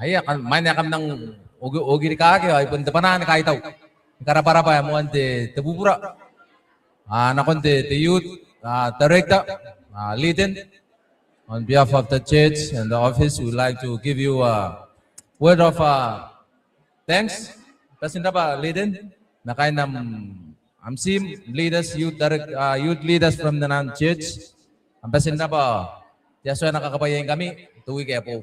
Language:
Gilbertese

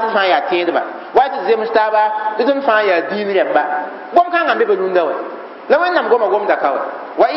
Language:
Mossi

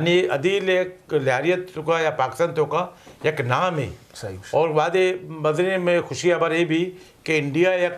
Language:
Eastern Balochi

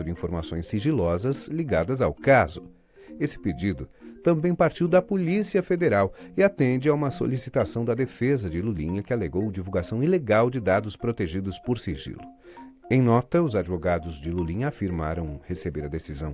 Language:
Portuguese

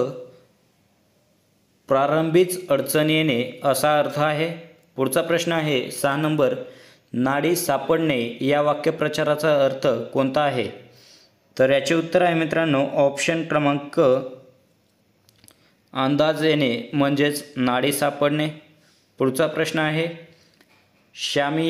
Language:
Marathi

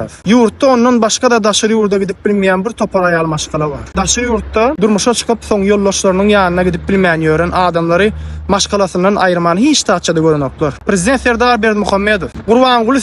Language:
Turkmen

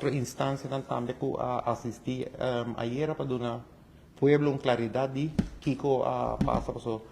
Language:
Papiamento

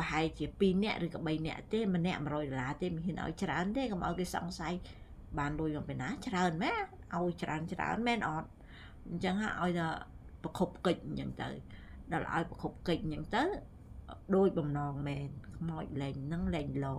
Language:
Khmer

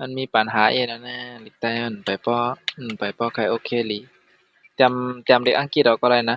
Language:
Shan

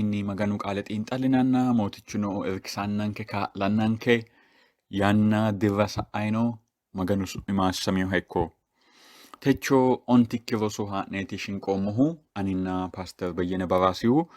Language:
Sidamo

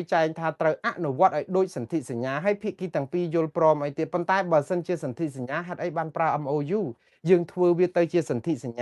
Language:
Khmer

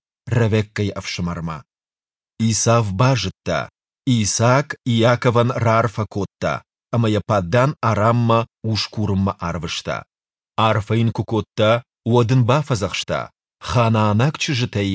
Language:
Ossetic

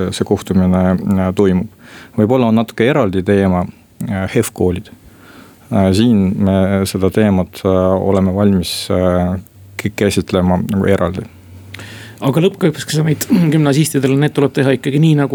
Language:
Estonian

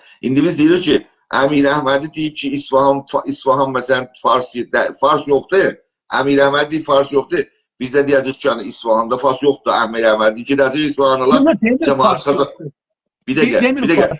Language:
South Azerbaijani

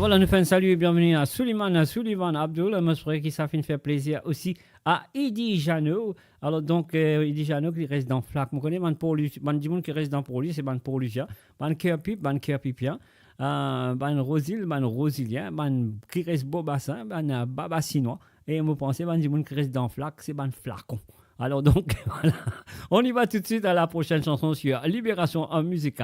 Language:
Morisyen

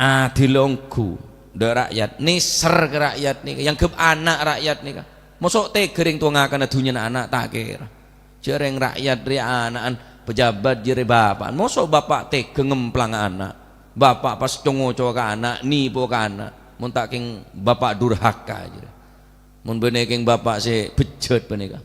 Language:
Madurese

